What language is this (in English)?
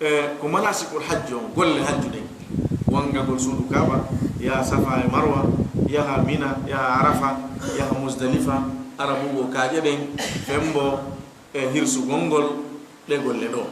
Fula